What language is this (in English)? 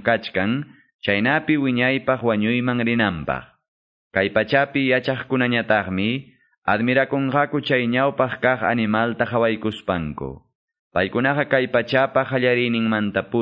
Quechua